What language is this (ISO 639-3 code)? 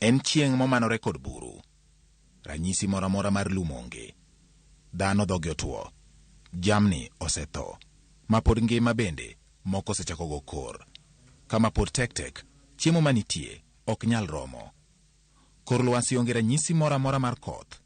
luo